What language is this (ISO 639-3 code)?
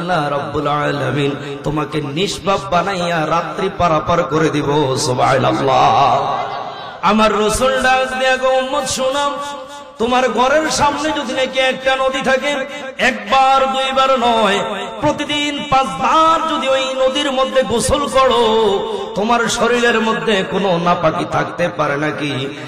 ben